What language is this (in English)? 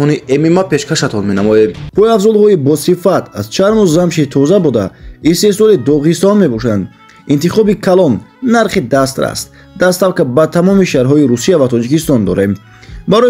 Tajik